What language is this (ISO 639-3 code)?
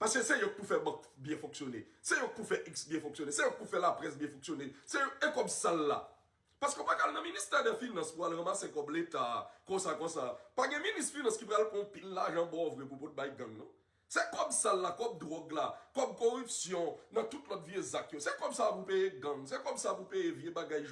hat